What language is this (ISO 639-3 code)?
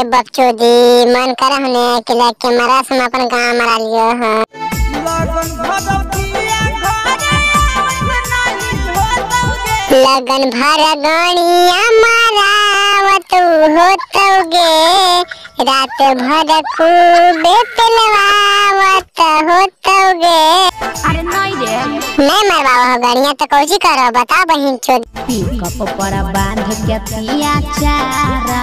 mag